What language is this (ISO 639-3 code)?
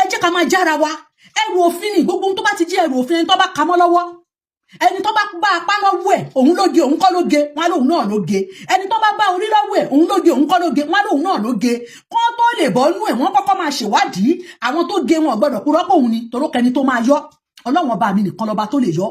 yor